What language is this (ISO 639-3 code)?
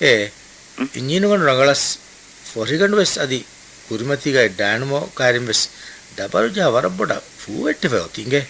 div